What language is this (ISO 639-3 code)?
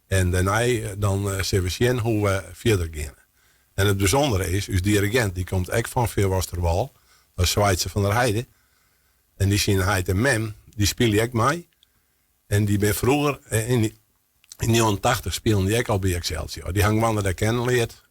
fry